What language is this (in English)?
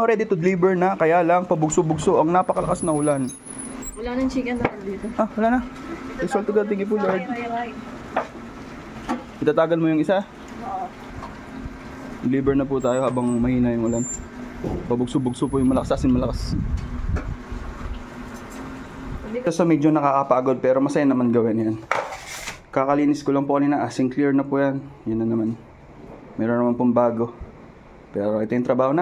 Filipino